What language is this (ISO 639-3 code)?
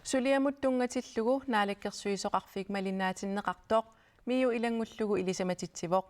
kal